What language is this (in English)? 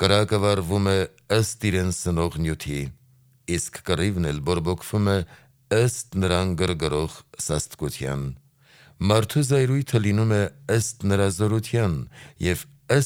Armenian